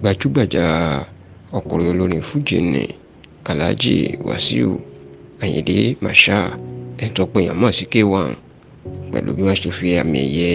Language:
Yoruba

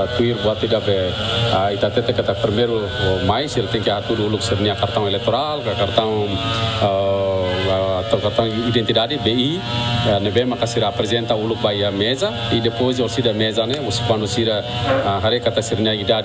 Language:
Tetum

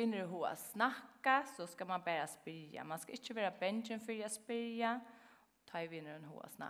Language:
Faroese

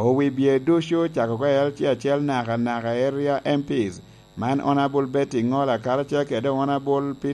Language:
Lango (Uganda)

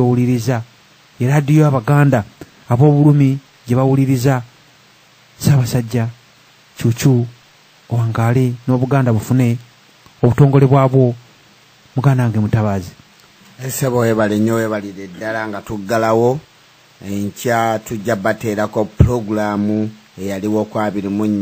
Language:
Ganda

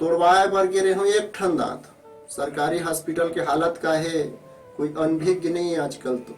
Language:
Chhattisgarhi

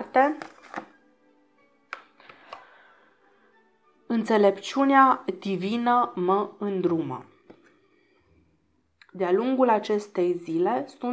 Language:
Romanian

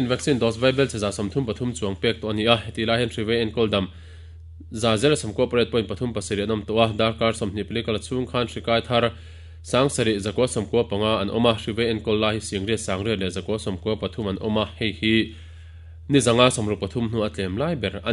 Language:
Mizo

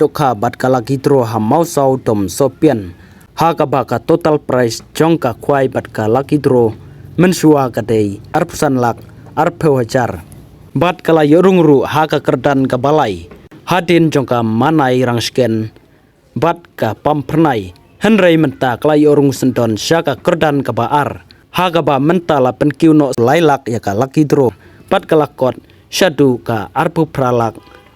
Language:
Khasi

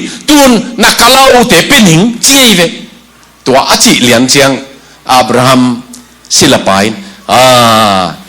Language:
Tedim Chin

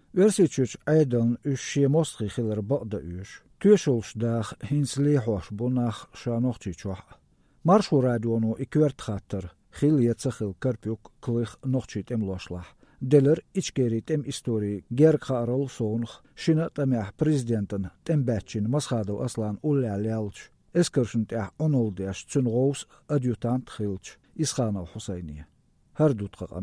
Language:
Chechen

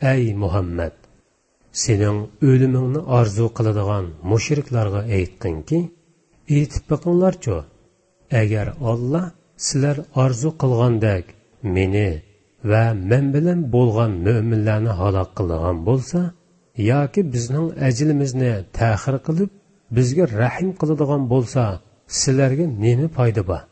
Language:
Uyghur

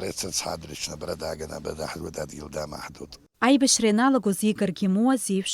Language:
Abkhazian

